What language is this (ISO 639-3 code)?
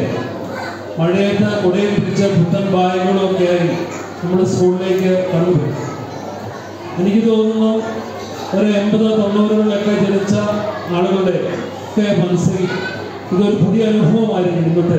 mal